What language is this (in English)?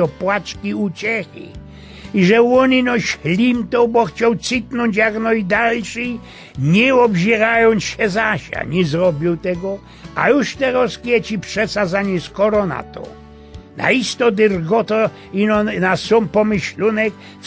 Silesian